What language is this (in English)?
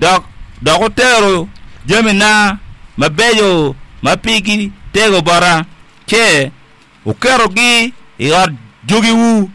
Acoli